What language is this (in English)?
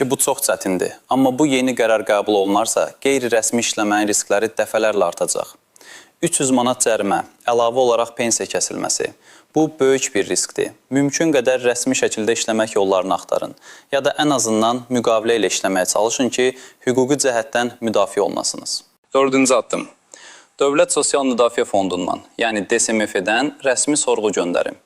Azerbaijani